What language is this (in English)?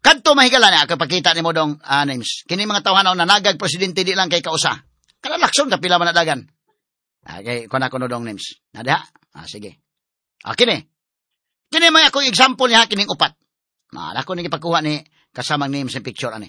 Cebuano